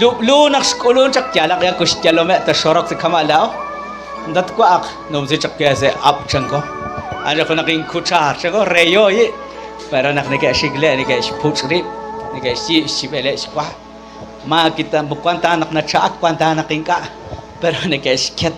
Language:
Kekchí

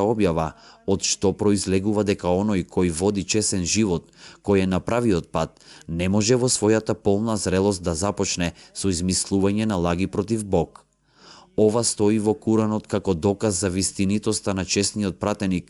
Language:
Macedonian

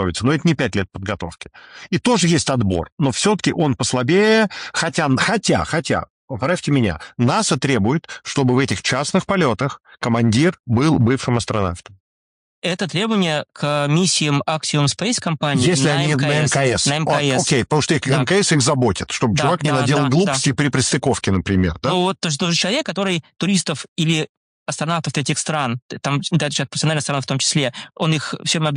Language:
Russian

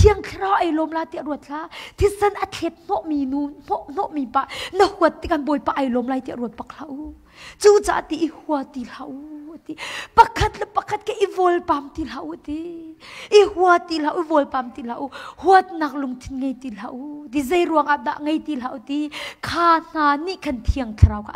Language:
Hakha Chin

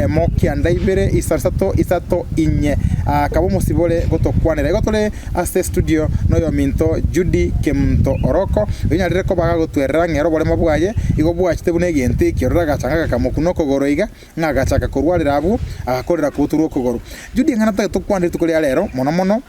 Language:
Gusii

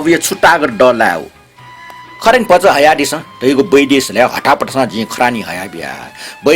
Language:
Newari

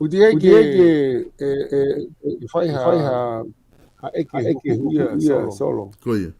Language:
Tongan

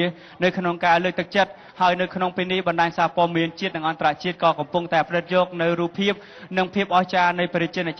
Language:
Khmer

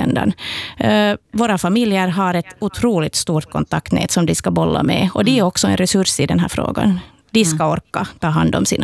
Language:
Swedish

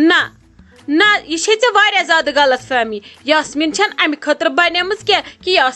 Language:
Kashmiri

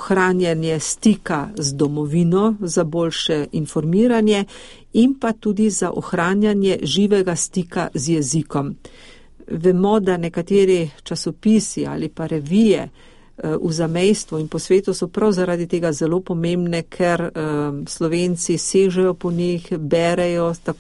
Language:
Slovenian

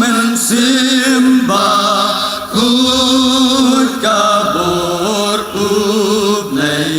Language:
Khasi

